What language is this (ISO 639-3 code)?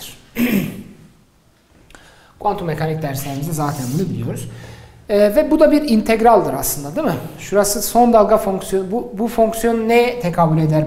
tur